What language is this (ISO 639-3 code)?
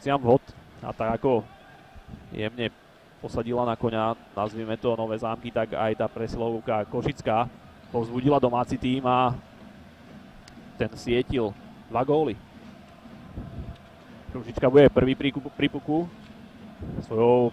slk